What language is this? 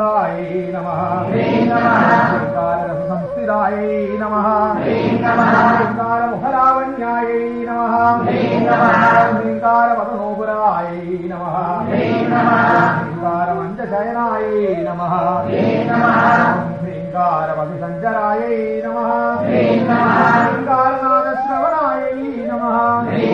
Sanskrit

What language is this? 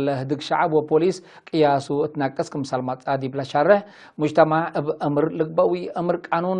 Tigre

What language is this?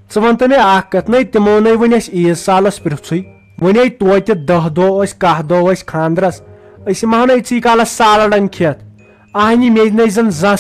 Kashmiri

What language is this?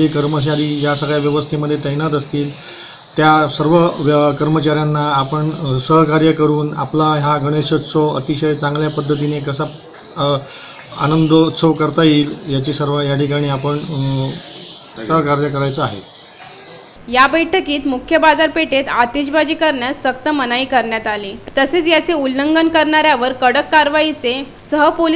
Marathi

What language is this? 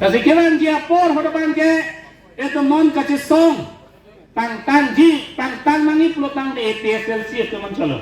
Karbi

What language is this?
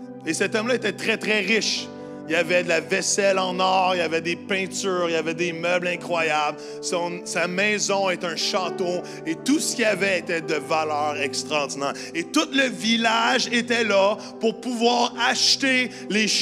French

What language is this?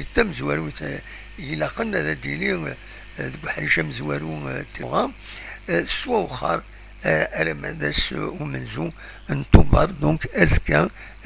Kabyle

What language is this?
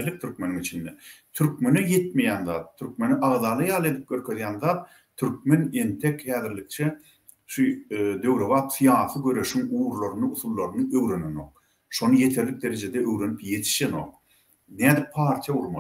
Turkmen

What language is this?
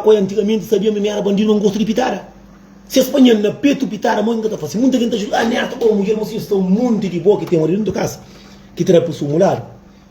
Kabuverdianu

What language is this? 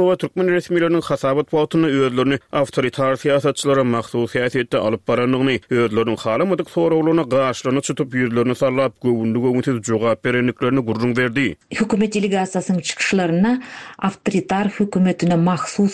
Turkmen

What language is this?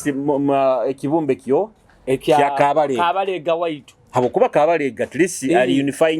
Nyoro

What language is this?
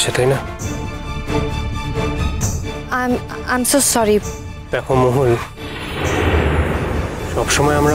Bangla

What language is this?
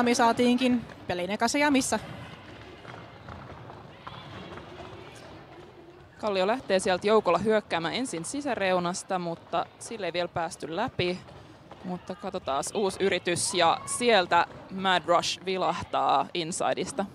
Finnish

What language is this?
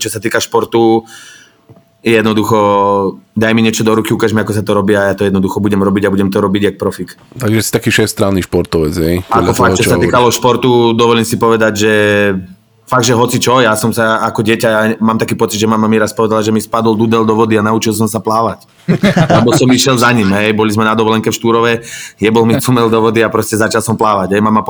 Slovak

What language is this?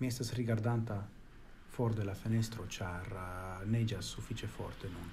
Esperanto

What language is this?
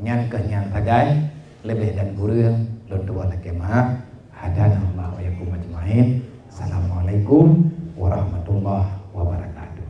Achinese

